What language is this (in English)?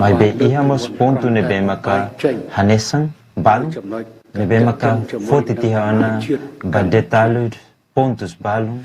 Tetum